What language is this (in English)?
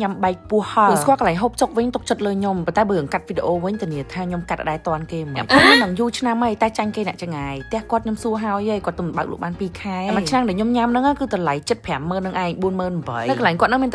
Khmer